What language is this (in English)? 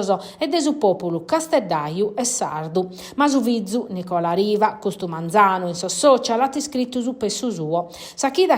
Sardinian